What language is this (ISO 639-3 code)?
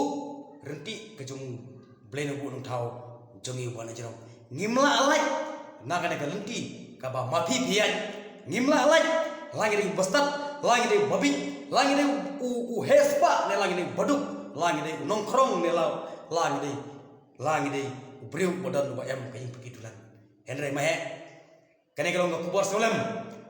kha